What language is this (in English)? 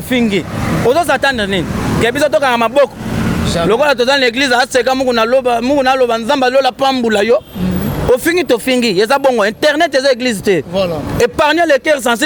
Lingala